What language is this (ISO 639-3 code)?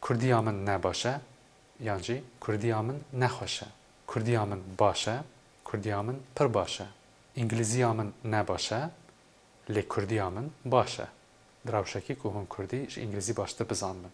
kur